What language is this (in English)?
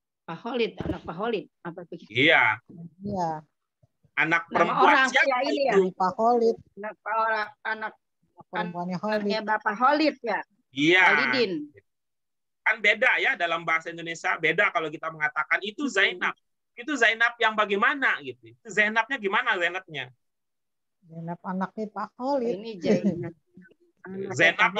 Indonesian